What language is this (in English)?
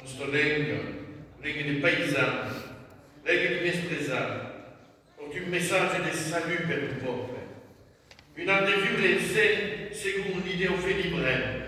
Occitan